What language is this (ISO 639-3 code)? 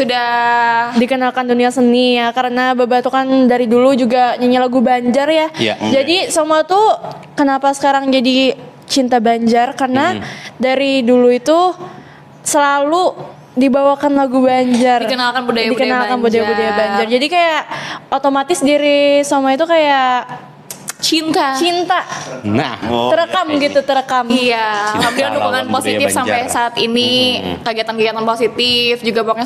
bjn